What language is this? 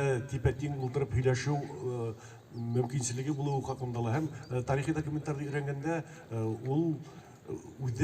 Bashkir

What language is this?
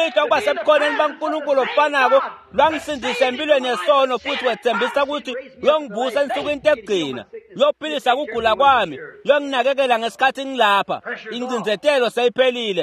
Swati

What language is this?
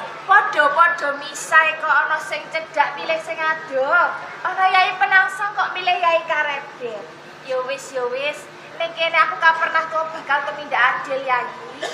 Javanese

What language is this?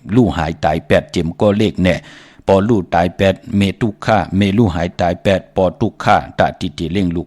Shan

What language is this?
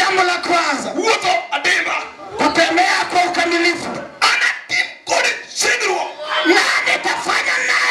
Luo (Kenya and Tanzania)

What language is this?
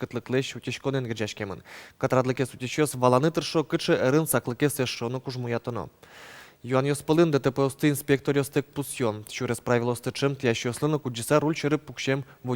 Udmurt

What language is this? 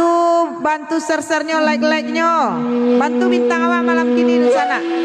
Minangkabau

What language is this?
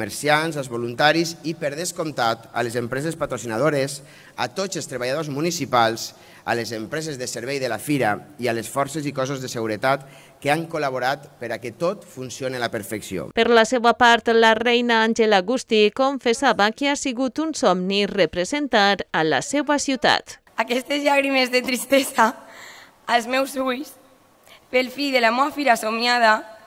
Catalan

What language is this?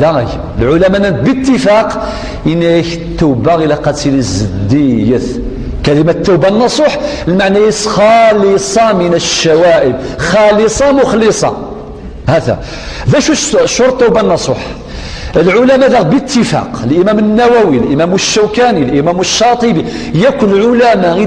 Kabyle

